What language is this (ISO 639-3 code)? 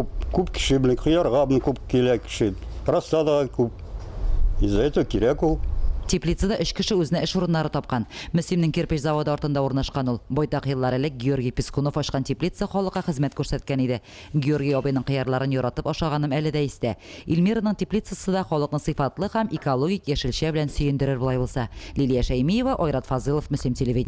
tat